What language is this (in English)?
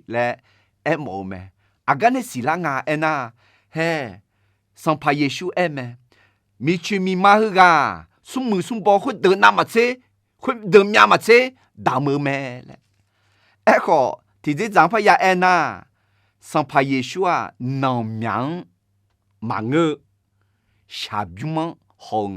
Akha